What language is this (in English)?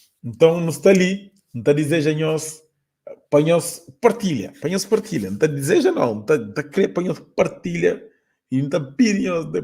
Kabuverdianu